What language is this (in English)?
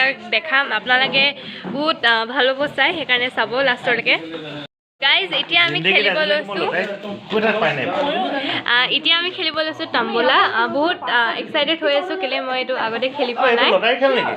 Assamese